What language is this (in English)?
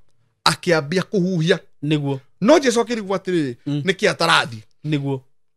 Kikuyu